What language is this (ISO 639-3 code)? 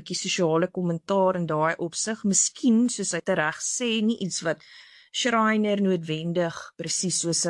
afr